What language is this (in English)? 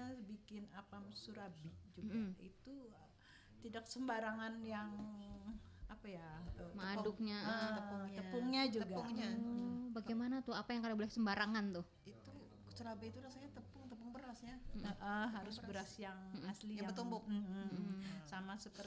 Banjar